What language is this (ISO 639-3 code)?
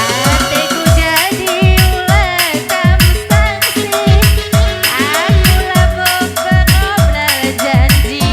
btx